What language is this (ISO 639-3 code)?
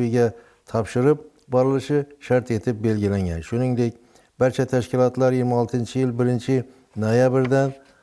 uzb